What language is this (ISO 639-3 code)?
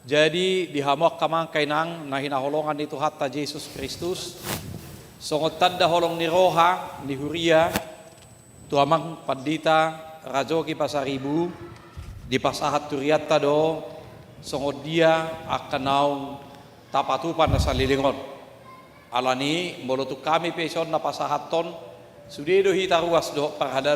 bbc